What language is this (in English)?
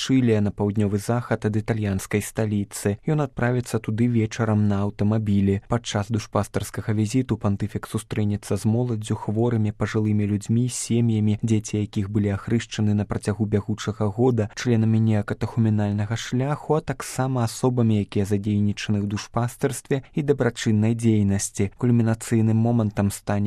Belarusian